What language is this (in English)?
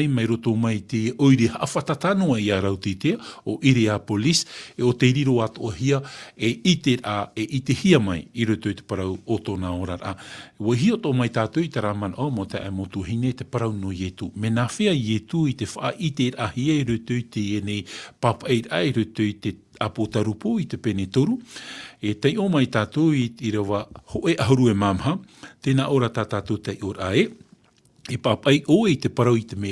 Tahitian